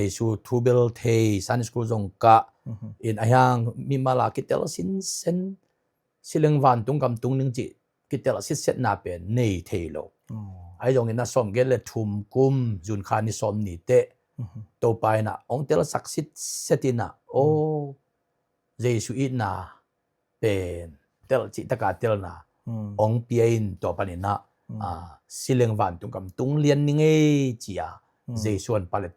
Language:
Tedim Chin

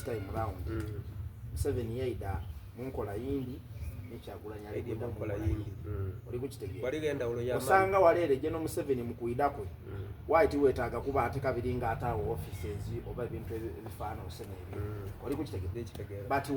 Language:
Soga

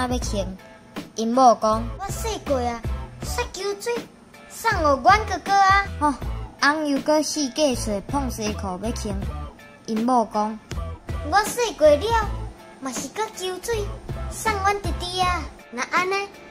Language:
Min Nan Chinese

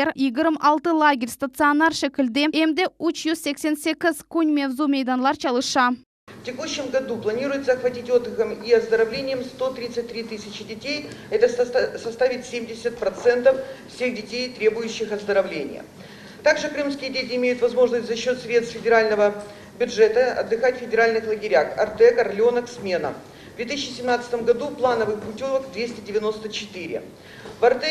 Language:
Crimean Tatar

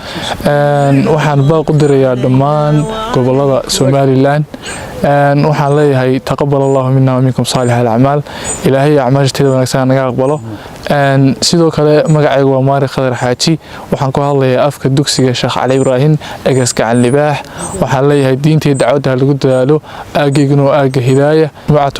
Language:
Somali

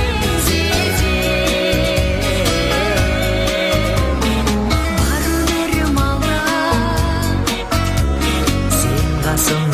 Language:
Kazakh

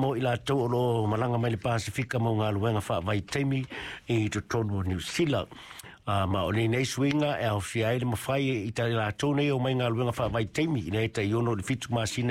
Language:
Samoan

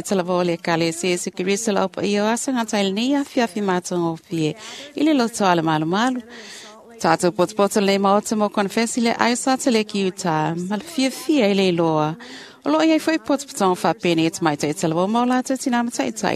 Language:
Samoan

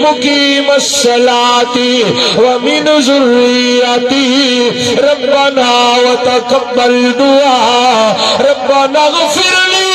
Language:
Saraiki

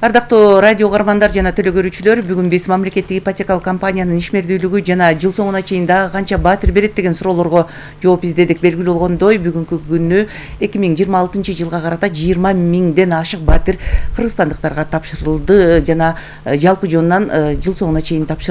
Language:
Kyrgyz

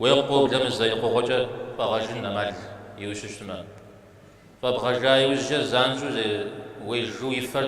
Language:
Kabardian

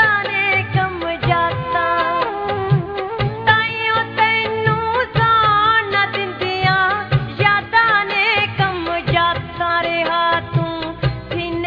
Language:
Punjabi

